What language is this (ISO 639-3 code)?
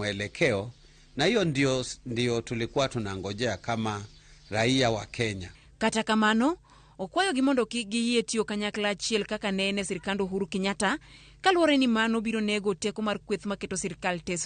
luo